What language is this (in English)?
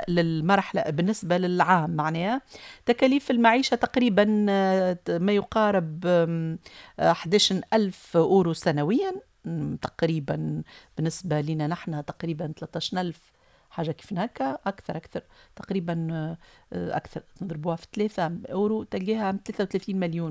Tunisian Arabic